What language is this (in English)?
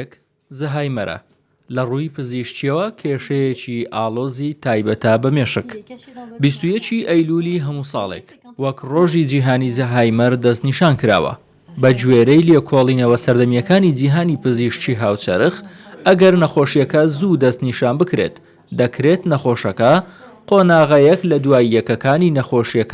Central Kurdish